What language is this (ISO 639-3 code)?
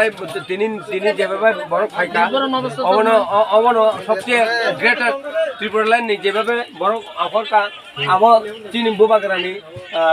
trp